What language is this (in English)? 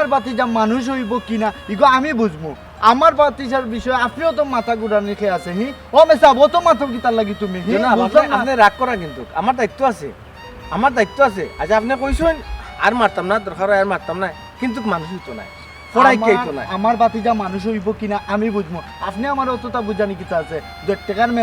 Sylheti